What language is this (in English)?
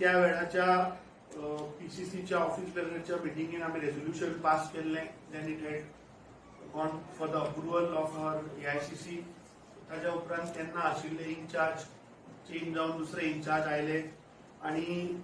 Konkani